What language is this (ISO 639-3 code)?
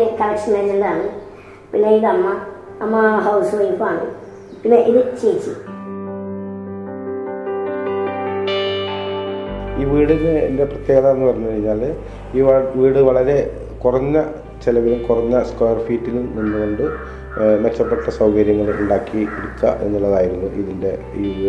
mal